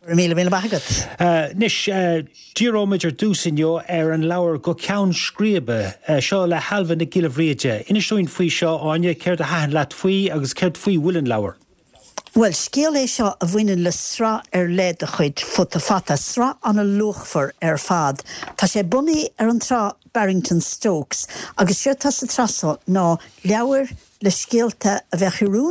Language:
Irish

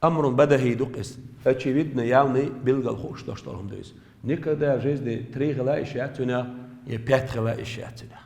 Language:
Chechen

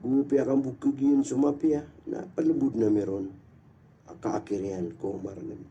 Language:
Maranao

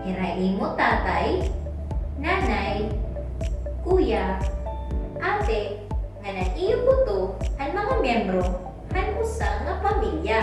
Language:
Waray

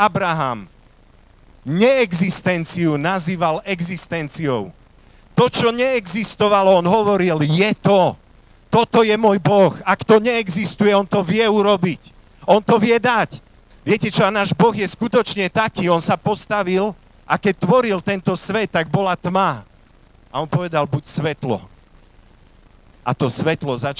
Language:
Slovak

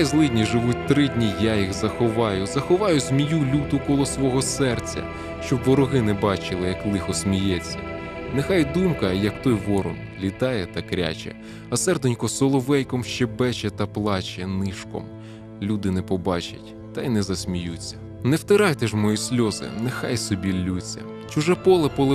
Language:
Ukrainian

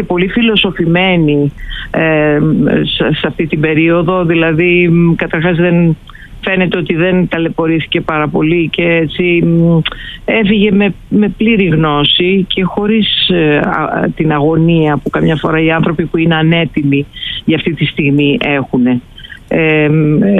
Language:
Greek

